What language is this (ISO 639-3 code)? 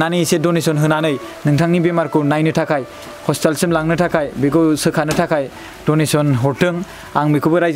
brx